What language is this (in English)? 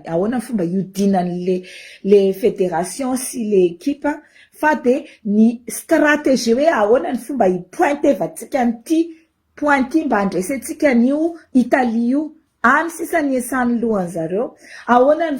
Malagasy